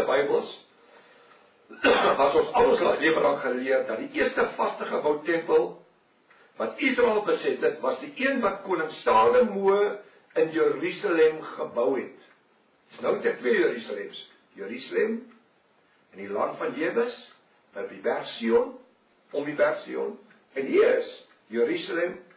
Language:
Afrikaans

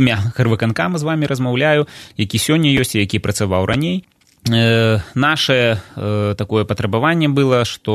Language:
Belarusian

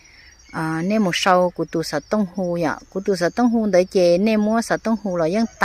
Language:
Hmong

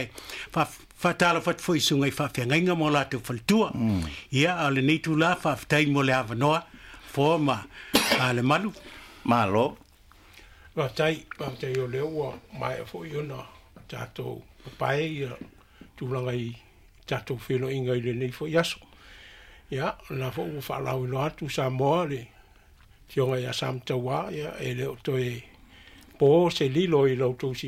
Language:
Samoan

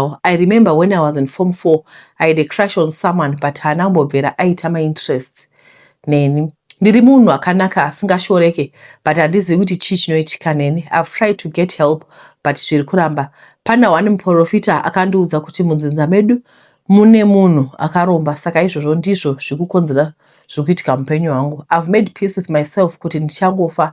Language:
Shona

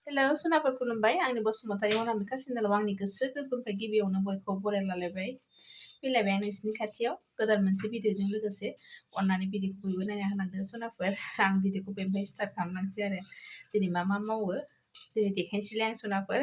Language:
Bodo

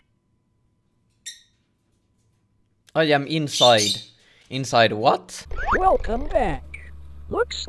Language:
Finnish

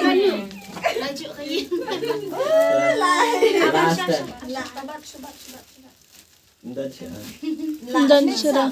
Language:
Khasi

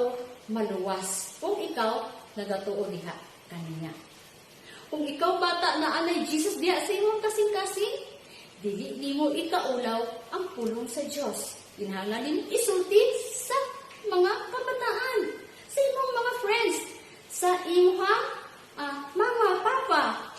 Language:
Cebuano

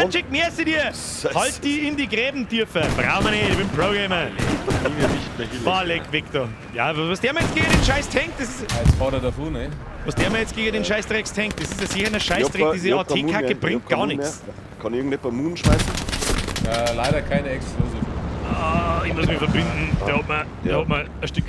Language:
Bavarian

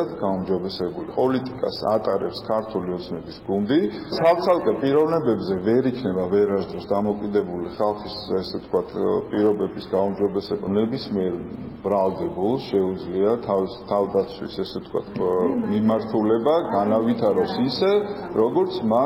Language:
Georgian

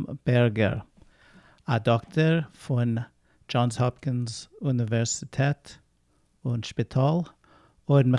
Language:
Yiddish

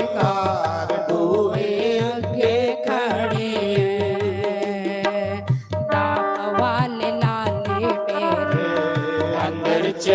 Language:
Dogri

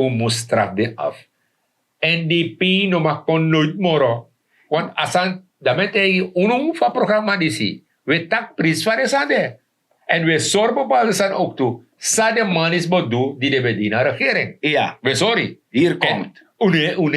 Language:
Sranan Tongo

